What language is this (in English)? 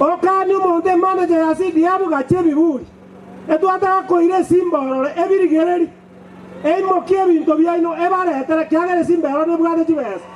Gusii